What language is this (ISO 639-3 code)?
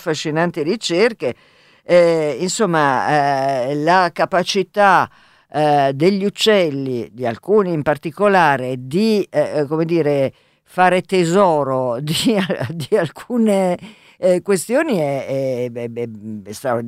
ita